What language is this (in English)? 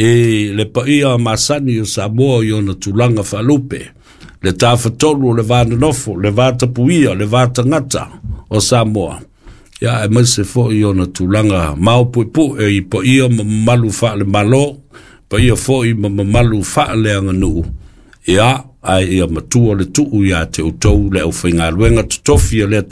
Samoan